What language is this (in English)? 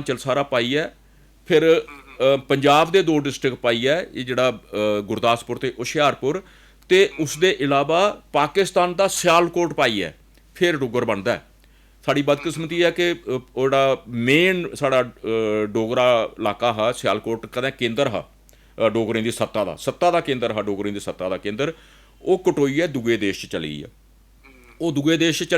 Dogri